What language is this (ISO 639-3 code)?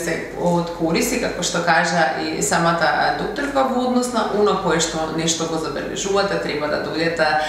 mkd